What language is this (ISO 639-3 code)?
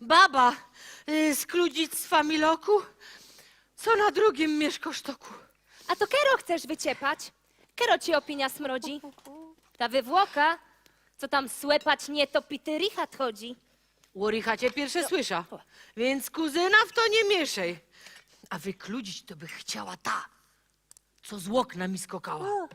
szl